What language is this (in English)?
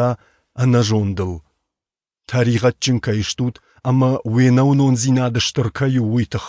Ossetic